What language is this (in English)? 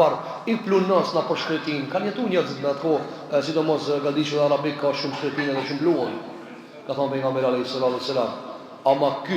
Albanian